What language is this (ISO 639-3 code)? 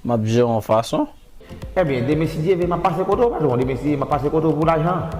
hat